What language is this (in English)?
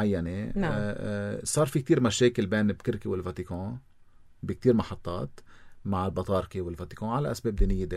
North Levantine Arabic